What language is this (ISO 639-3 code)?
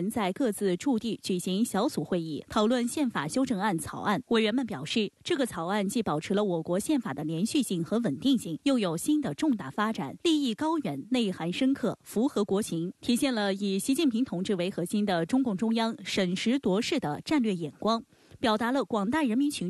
zho